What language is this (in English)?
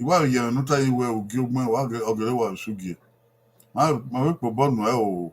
Bini